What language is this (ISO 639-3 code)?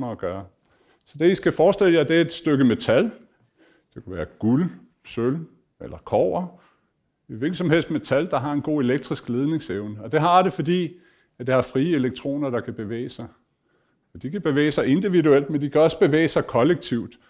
dan